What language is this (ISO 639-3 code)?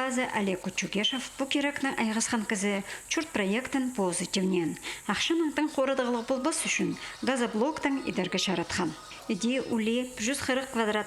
kjh